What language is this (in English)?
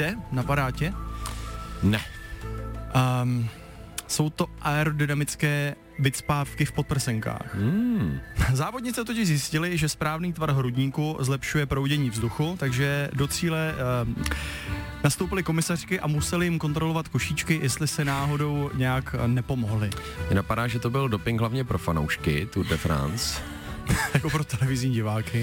Czech